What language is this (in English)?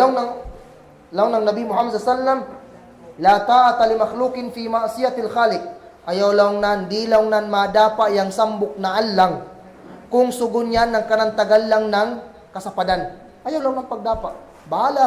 Kagan Kalagan